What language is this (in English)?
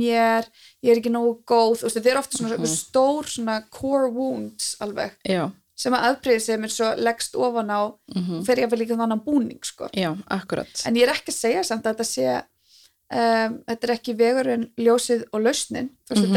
Icelandic